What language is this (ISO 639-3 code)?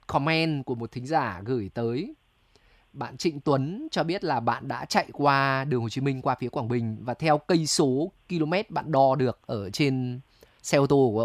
vie